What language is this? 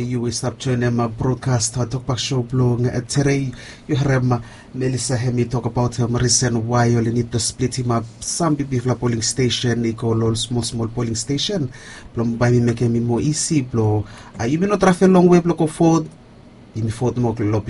Bislama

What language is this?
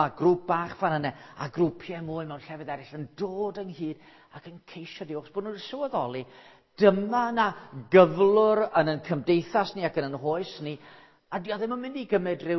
Welsh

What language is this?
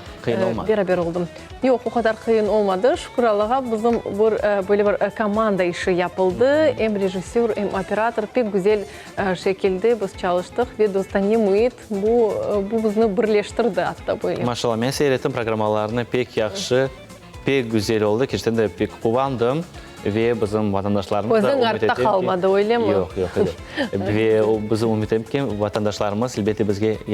Crimean Tatar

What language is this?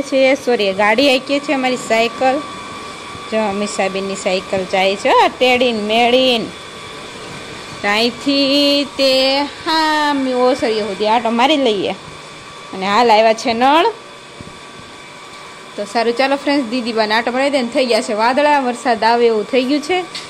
Gujarati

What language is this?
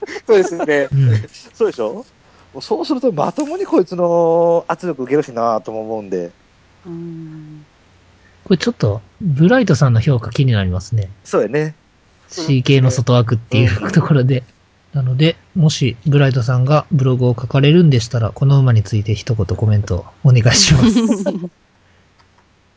Japanese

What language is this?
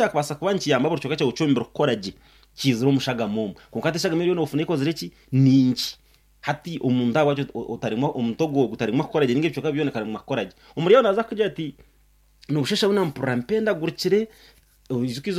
Nyankole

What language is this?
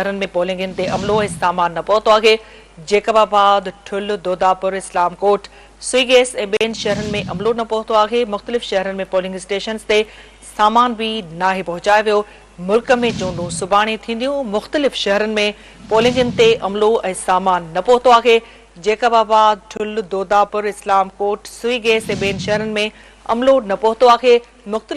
Sindhi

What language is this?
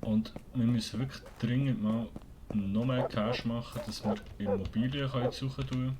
Swiss German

